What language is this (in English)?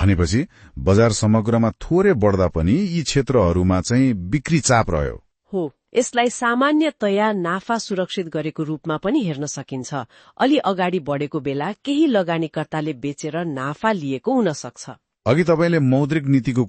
Nepali